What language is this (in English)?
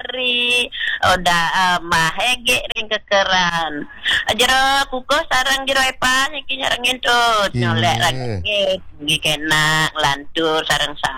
Balinese